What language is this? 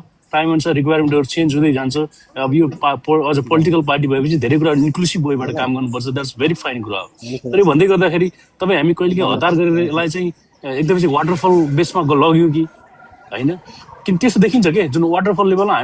Nepali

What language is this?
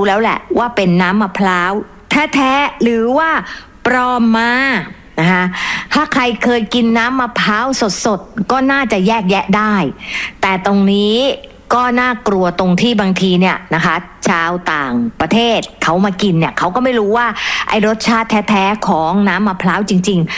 Thai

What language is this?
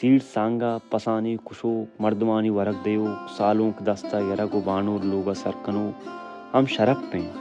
Baluchi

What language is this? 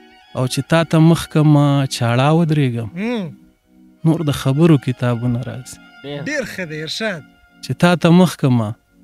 Pashto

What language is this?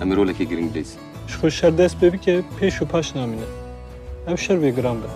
Kurdish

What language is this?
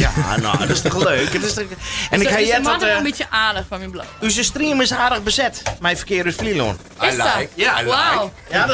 Western Frisian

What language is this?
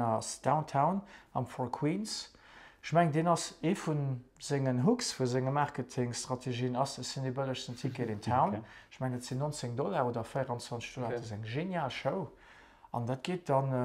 Luxembourgish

